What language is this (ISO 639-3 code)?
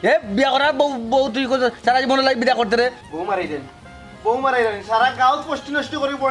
syl